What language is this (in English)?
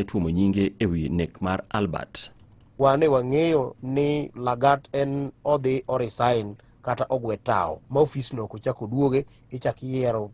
Luo (Kenya and Tanzania)